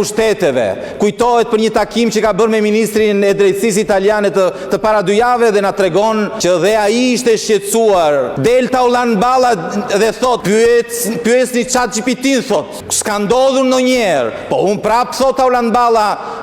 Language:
Albanian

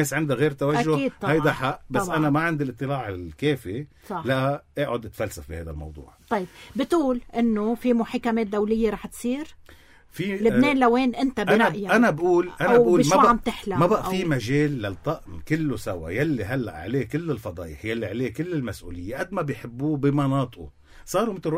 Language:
North Levantine Arabic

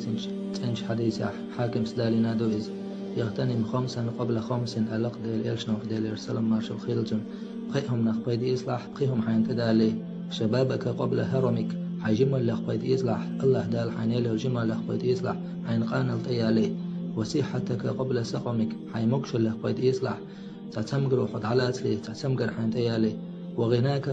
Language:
Chechen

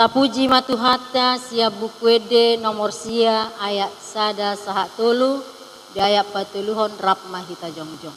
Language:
Batak Toba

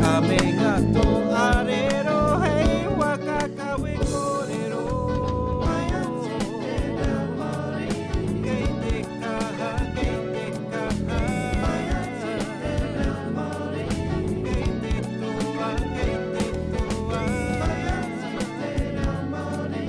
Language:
Māori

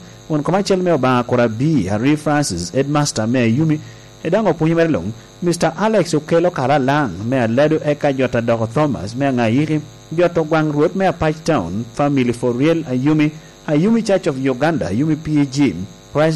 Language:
Lango (Uganda)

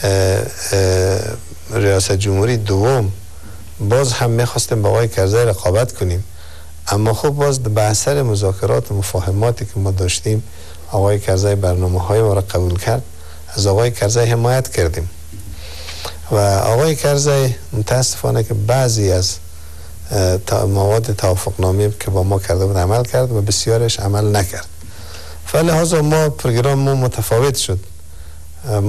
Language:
Persian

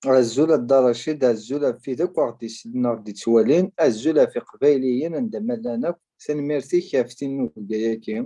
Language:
Kabyle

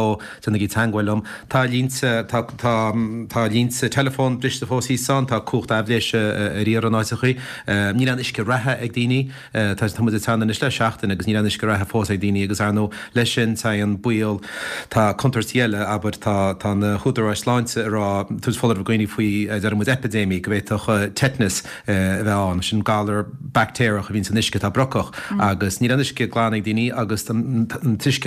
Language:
Irish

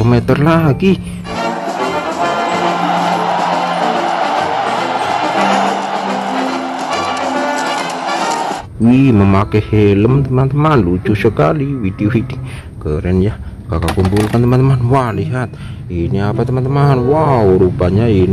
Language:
Indonesian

